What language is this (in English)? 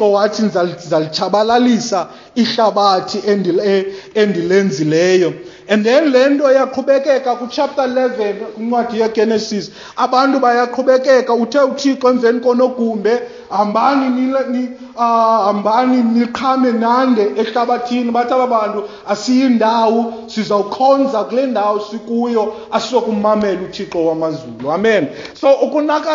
Xhosa